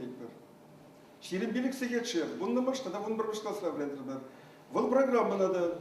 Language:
Chuvash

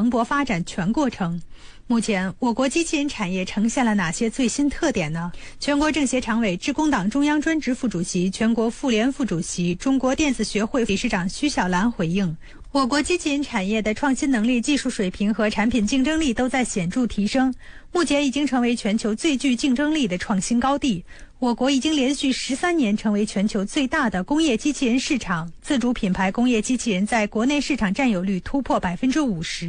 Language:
Chinese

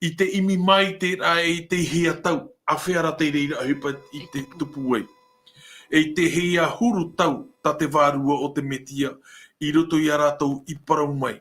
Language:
Tahitian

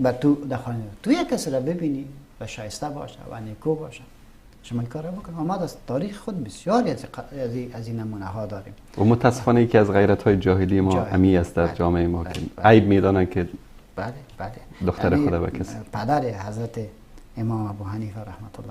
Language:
Persian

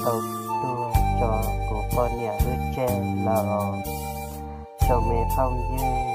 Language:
Hmong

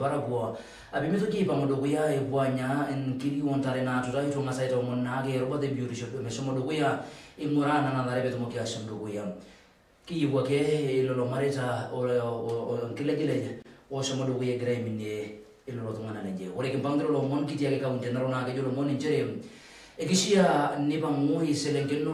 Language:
Masai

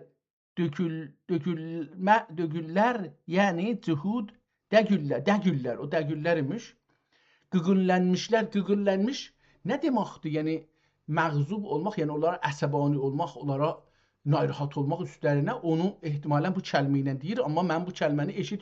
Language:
South Azerbaijani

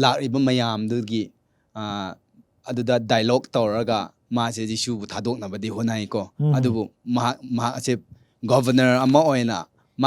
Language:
Manipuri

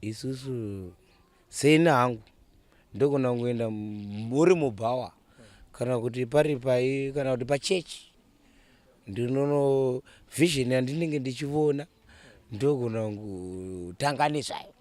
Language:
Shona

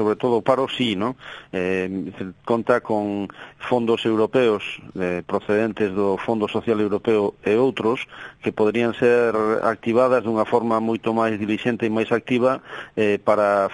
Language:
Galician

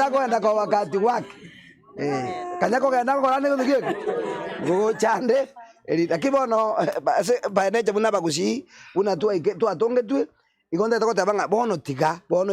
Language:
Gusii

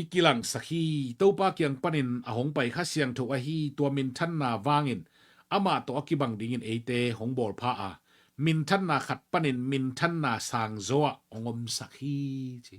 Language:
Tedim Chin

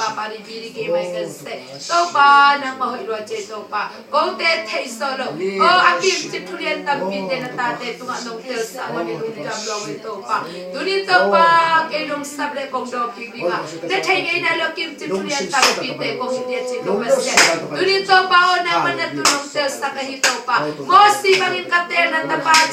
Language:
Tedim Chin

